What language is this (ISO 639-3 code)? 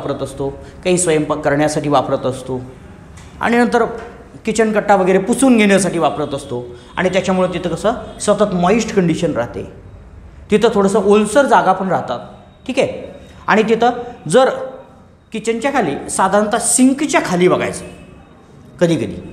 mar